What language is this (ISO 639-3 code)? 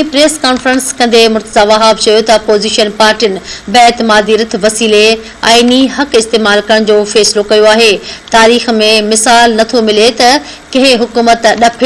snd